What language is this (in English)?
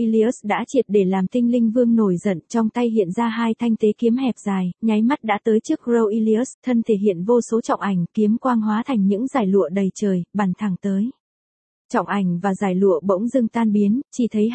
Vietnamese